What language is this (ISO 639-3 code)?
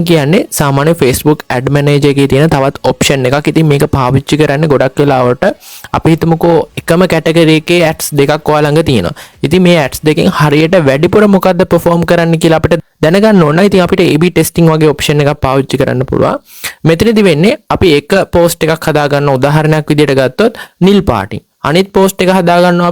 sin